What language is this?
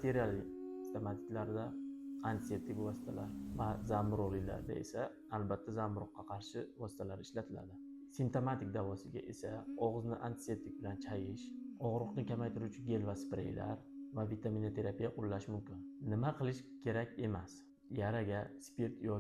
Uzbek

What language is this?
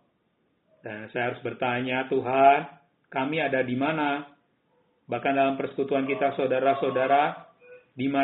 Indonesian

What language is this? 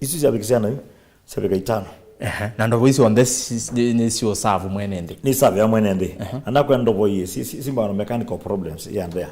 Kamba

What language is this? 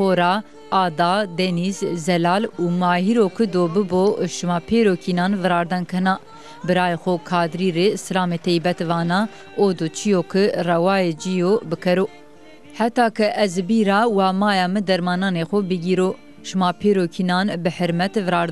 Zaza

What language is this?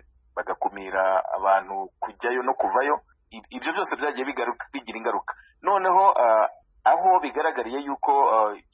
Kinyarwanda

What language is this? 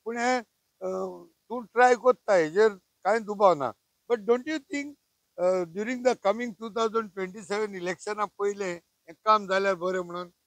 Konkani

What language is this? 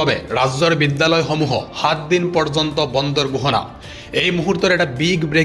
Assamese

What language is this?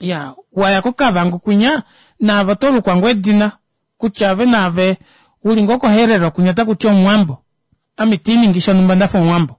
Kuanyama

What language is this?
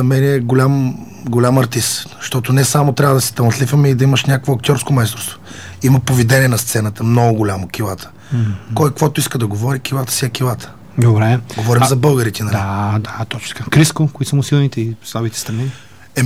Bulgarian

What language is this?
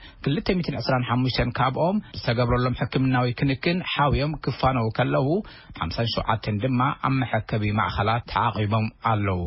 Tigrinya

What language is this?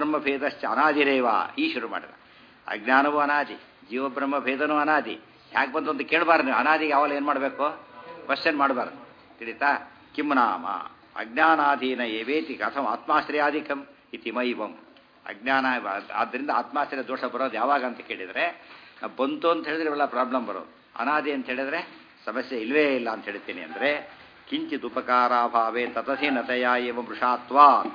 Kannada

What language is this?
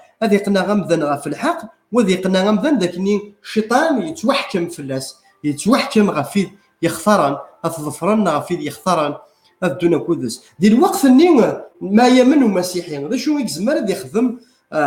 Kabyle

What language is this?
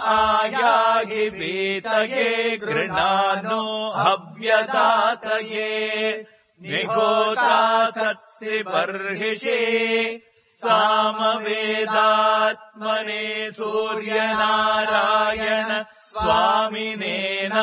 Sanskrit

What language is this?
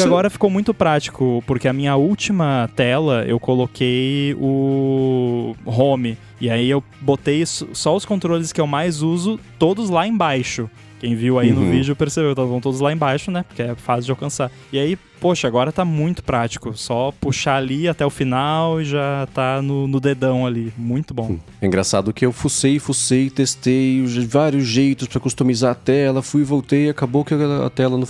Portuguese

